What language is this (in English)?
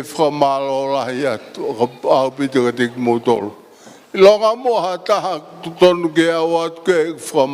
Tongan